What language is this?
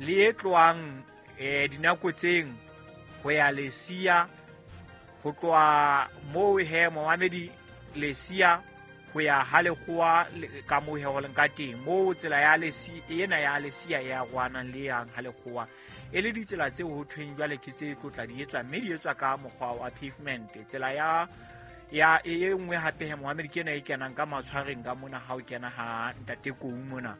Southern Sotho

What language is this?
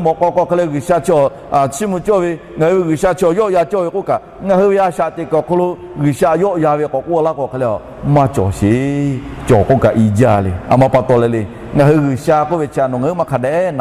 Lahu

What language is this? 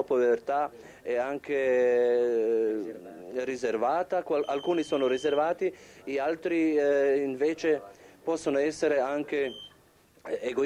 Italian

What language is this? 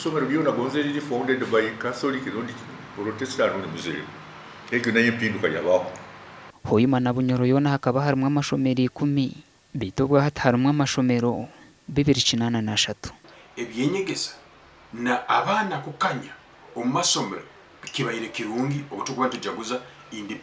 Nyankole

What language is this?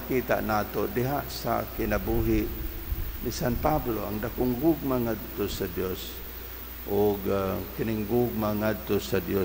Cebuano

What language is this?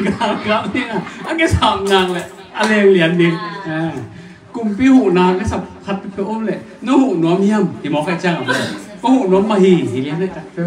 Tedim Chin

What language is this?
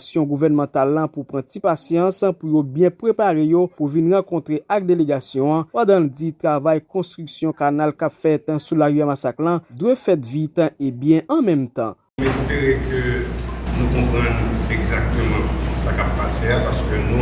Haitian Creole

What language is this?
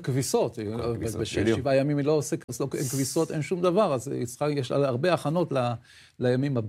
Hebrew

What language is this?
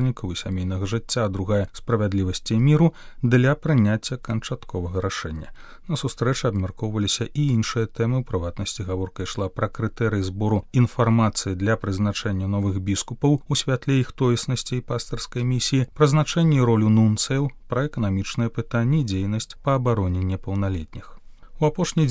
Belarusian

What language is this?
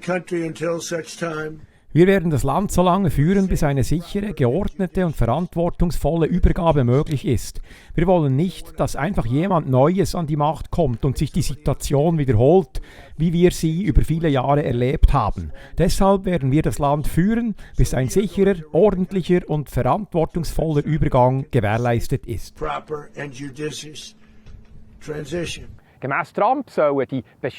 Swiss German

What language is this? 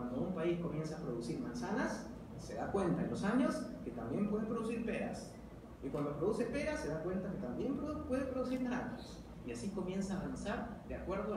Spanish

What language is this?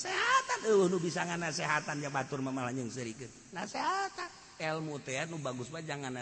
Sundanese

